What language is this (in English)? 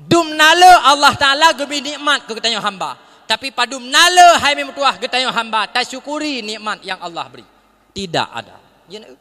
Achinese